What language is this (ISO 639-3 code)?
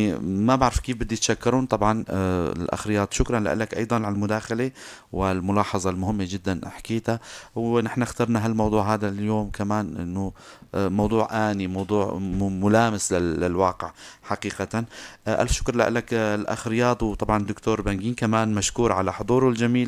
apc